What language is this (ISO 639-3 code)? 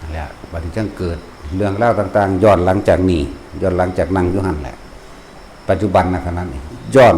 tts